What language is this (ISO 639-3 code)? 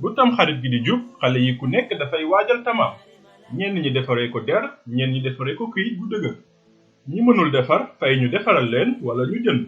wol